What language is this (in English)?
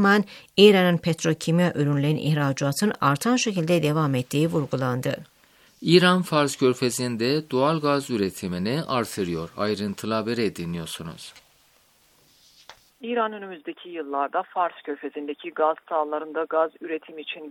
Turkish